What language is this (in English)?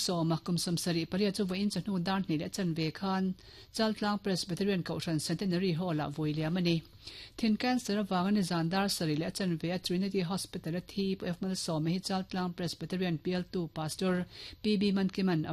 Mizo